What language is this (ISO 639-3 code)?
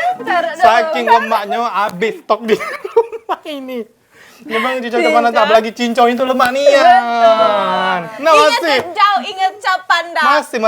mui